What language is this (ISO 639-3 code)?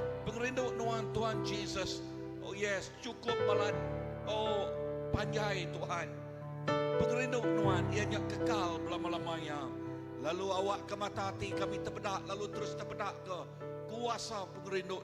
iba